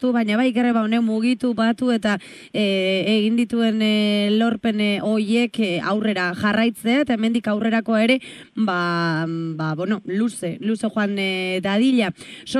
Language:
Basque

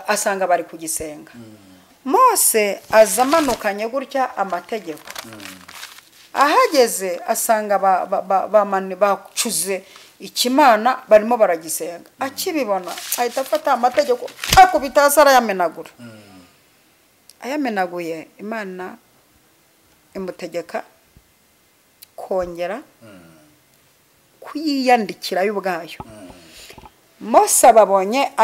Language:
Kinyarwanda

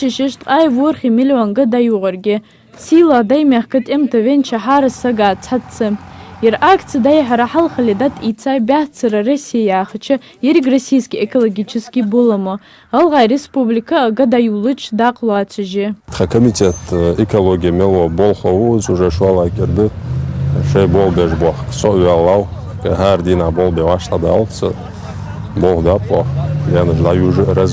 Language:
Ingush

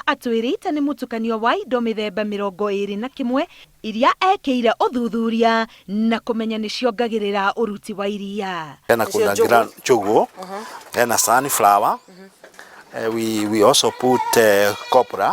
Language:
Kikuyu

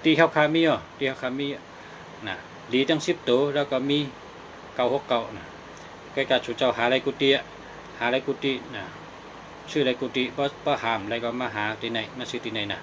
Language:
Shan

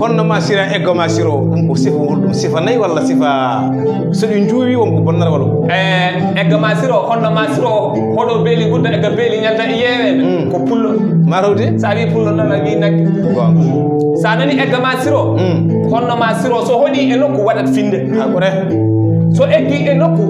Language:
Fula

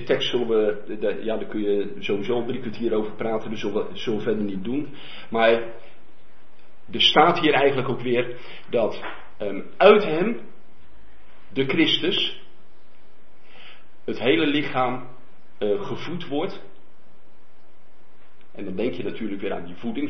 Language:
Dutch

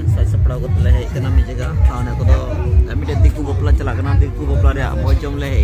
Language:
Santali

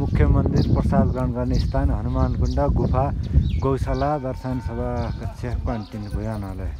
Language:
Nepali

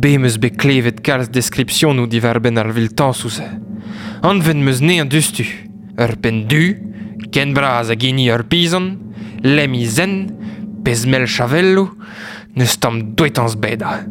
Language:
Breton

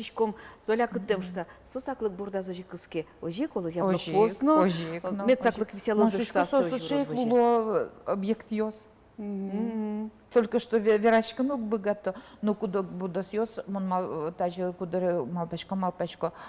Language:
Udmurt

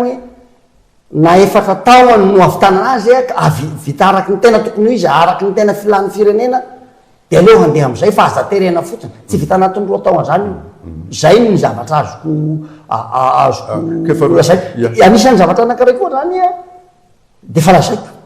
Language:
Malagasy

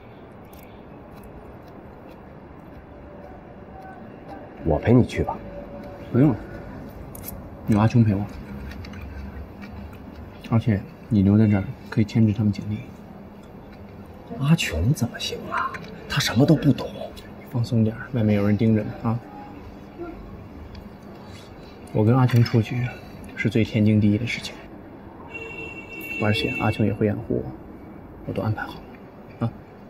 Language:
Chinese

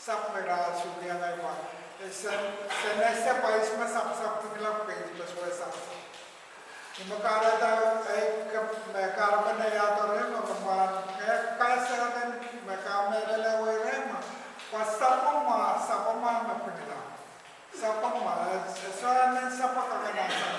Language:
Pohnpeian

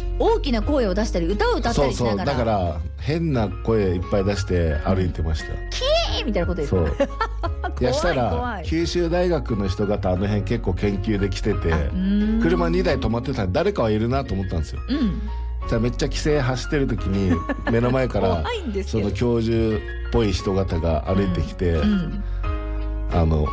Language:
Japanese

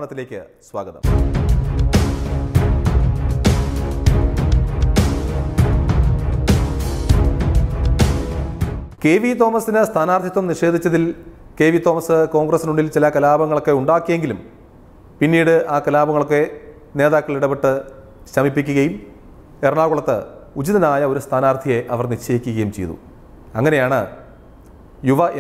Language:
Malayalam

